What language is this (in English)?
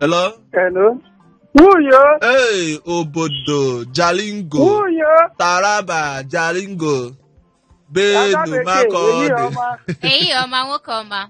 Igbo